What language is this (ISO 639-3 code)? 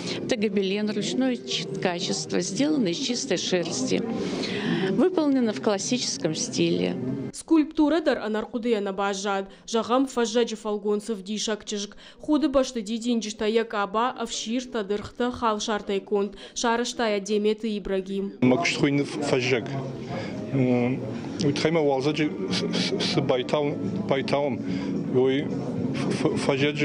oss